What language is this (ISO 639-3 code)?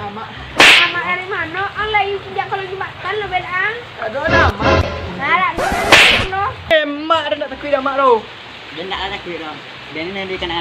min